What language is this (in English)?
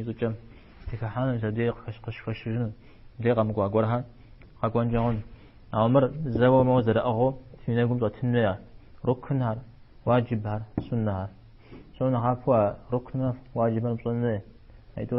Kabardian